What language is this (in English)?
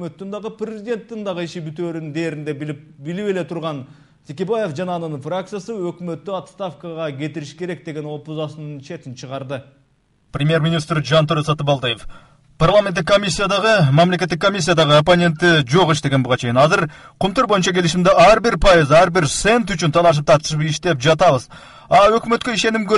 Kyrgyz